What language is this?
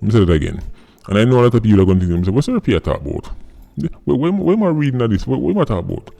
Jamaican Creole English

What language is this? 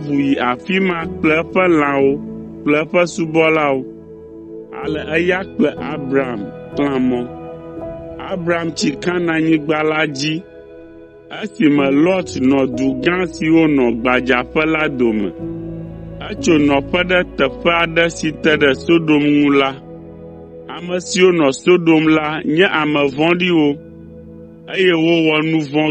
Ewe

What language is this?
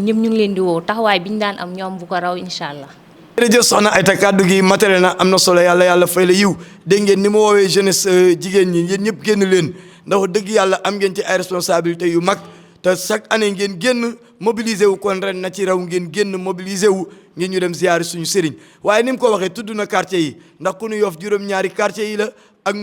Wolof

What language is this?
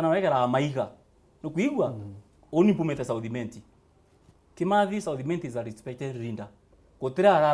Meru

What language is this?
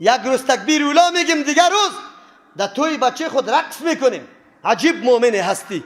Persian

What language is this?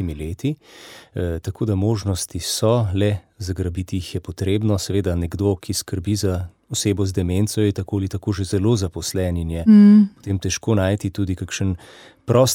Slovenian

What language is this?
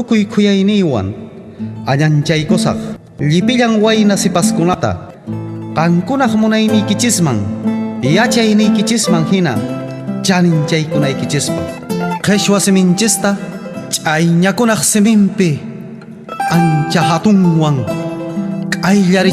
Quechua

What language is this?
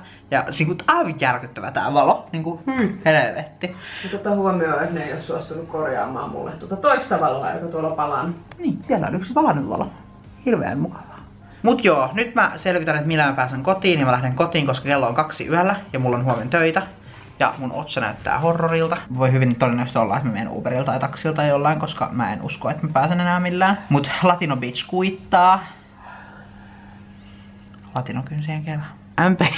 Finnish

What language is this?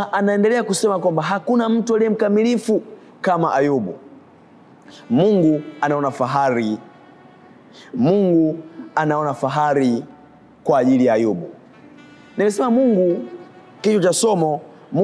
Swahili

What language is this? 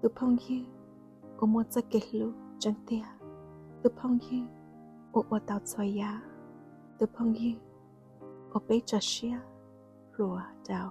Hmong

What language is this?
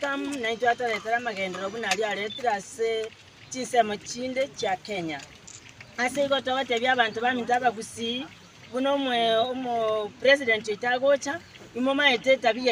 Gusii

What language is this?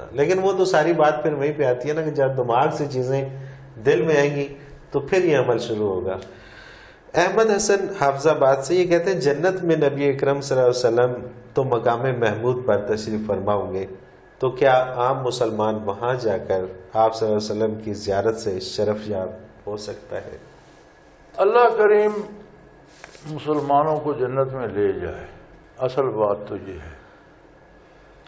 Urdu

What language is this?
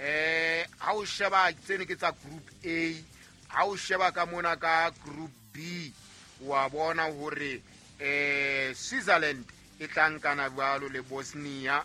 Southern Sotho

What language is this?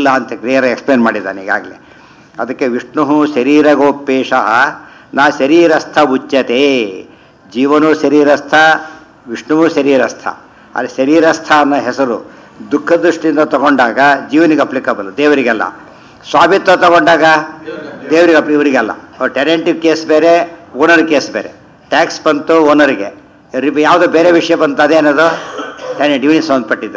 Kannada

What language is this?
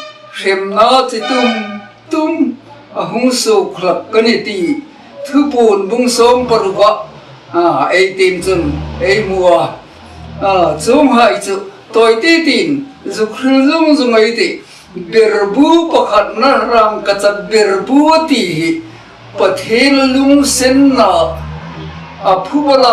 Hmar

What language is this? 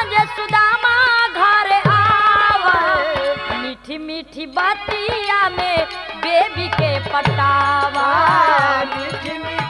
Bhojpuri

